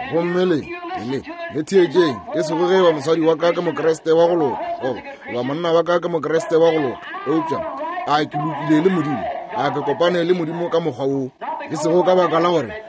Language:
Northern Sotho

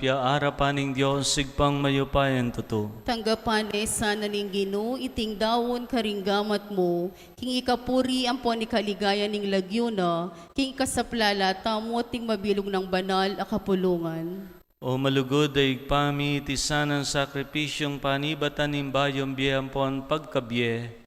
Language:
Pampanga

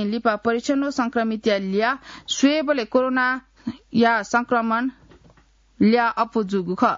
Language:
Newari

